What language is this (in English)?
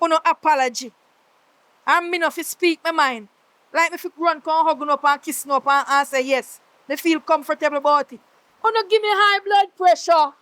Jamaican Creole English